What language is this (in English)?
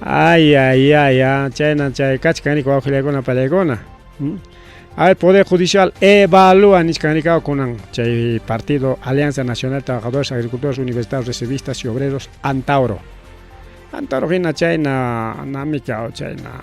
Ayacucho Quechua